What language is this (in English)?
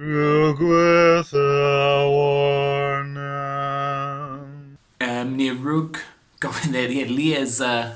Cornish